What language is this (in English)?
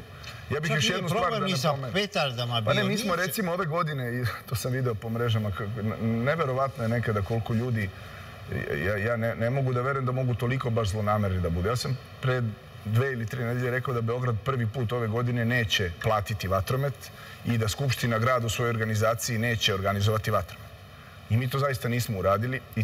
Serbian